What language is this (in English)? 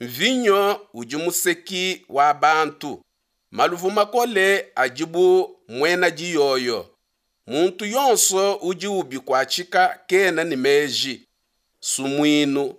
Luba-Lulua